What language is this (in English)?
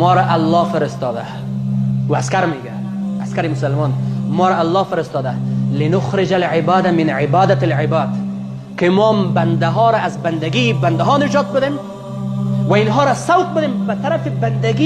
Persian